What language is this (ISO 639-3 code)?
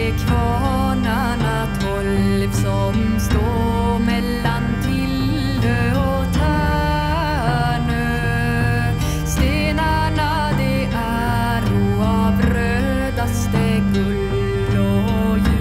swe